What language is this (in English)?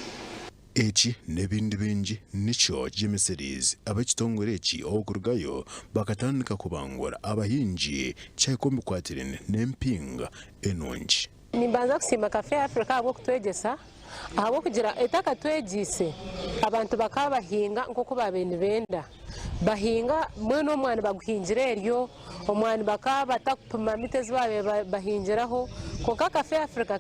Nyankole